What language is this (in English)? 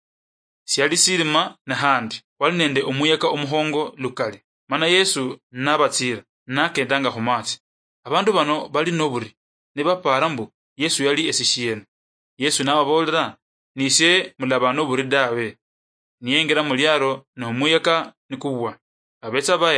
Luyia